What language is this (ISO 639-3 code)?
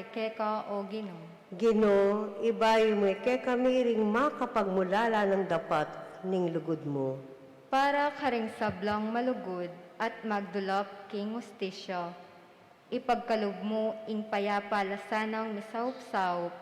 pam